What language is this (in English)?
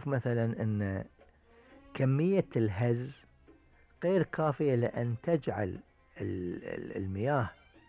Gulf Arabic